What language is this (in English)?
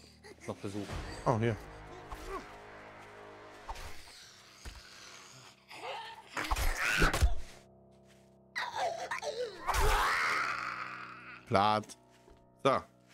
German